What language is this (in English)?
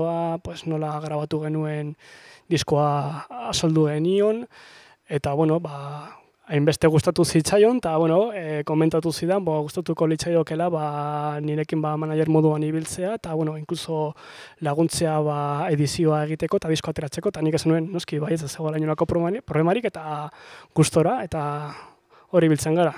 Basque